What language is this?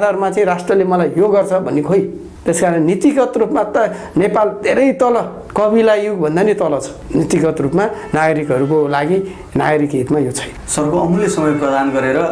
Nepali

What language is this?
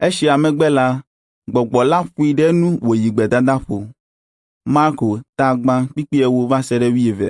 Ewe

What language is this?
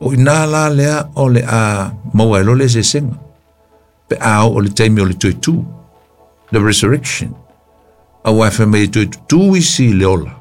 Samoan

